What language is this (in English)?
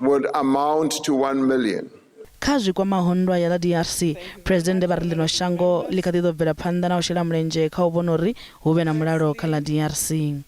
Venda